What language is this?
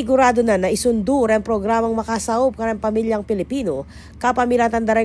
Pampanga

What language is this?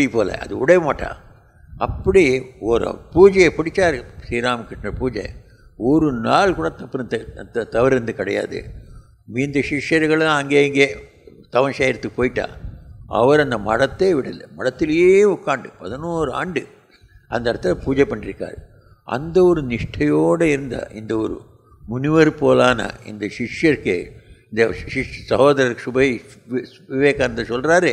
Tamil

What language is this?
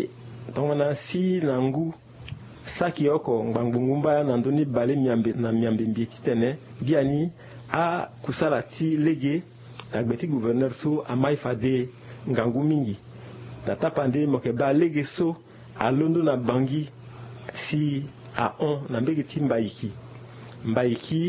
Sango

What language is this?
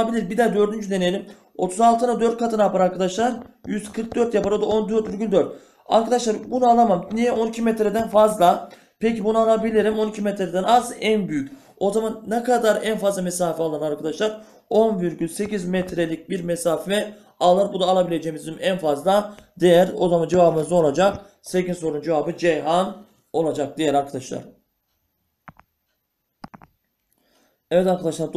Turkish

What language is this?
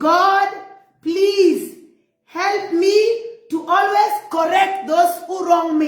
Nuer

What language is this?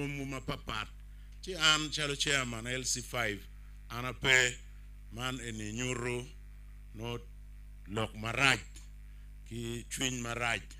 Acoli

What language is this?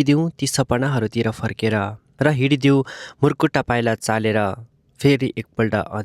Nepali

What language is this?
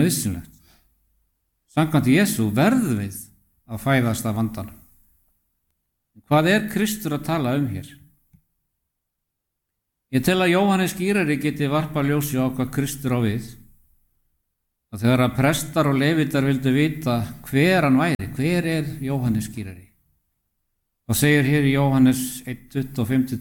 Icelandic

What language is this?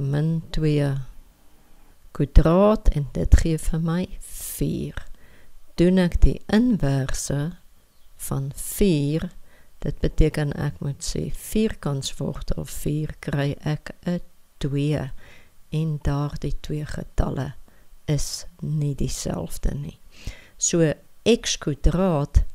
Afrikaans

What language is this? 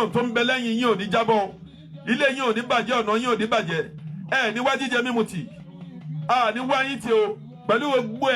Yoruba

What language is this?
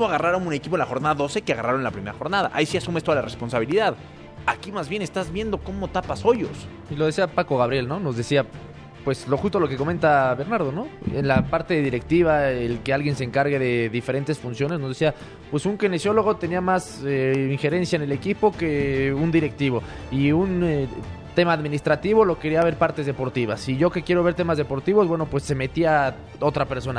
Spanish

